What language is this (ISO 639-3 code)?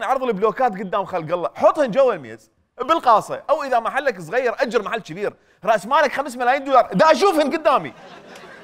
acm